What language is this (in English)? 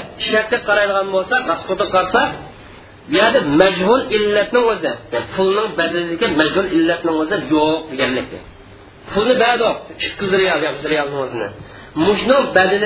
Uyghur